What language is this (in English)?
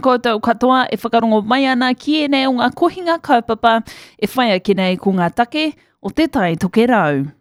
Māori